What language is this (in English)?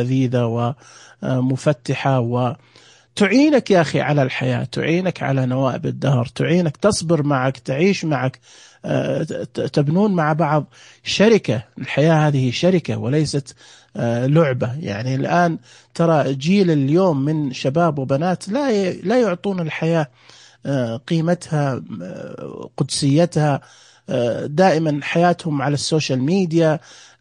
Najdi Arabic